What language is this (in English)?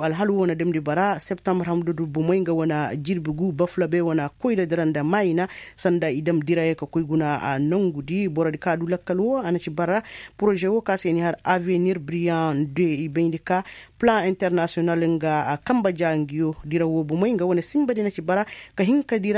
Koyraboro Senni